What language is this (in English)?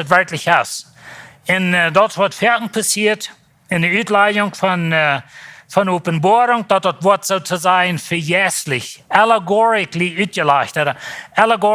Plautdietsch